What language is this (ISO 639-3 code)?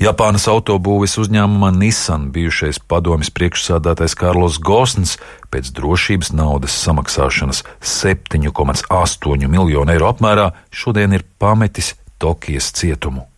lav